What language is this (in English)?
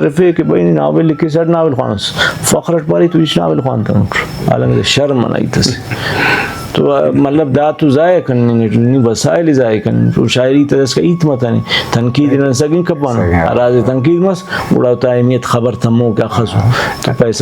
Brahui